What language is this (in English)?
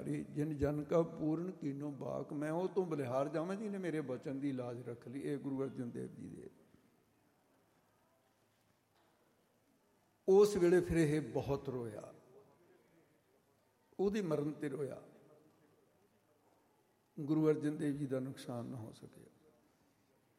Punjabi